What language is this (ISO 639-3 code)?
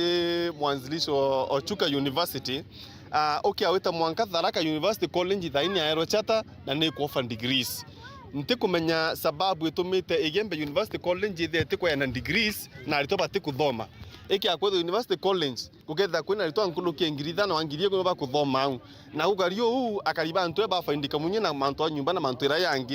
mer